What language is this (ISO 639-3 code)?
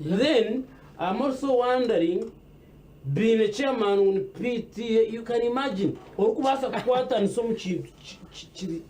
nyn